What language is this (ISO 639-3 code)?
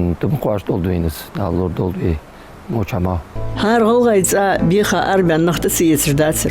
inh